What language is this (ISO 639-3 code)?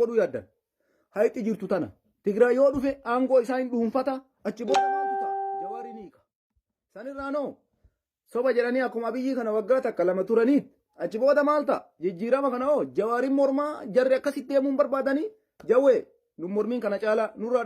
orm